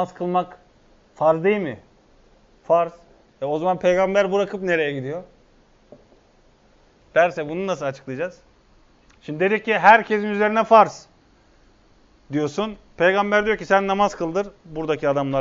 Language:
Turkish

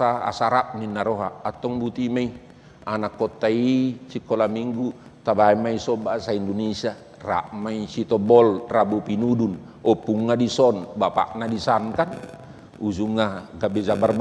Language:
Batak Toba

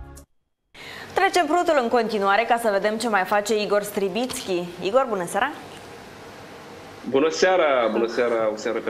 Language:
Romanian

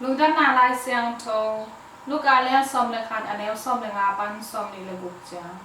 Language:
Tedim Chin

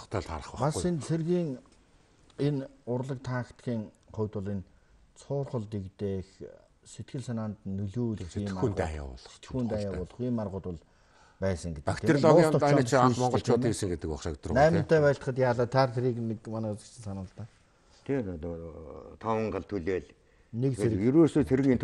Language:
Mongolian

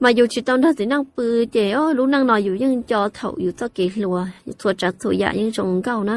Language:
Hmong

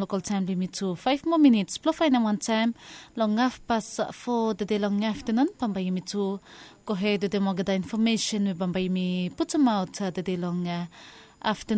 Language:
Bislama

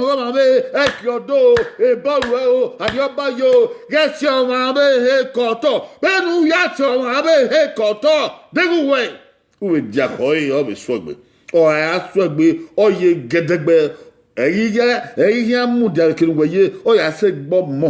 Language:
Bini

